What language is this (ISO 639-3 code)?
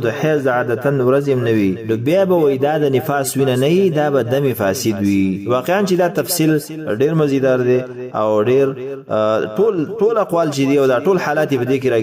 pus